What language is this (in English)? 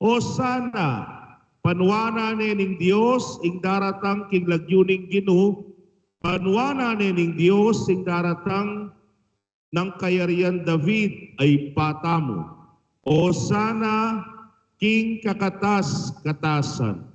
Pampanga